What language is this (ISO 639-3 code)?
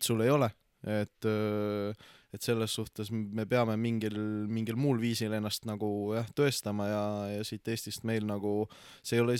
est